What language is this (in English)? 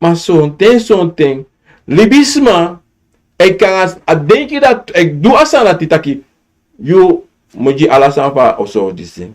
Sranan Tongo